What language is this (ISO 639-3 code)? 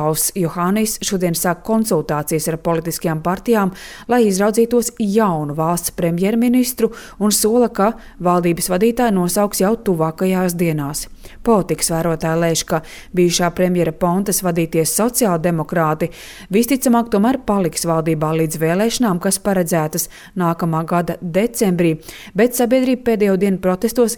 lav